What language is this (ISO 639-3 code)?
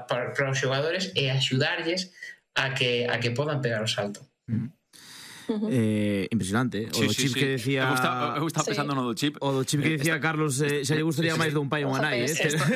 glg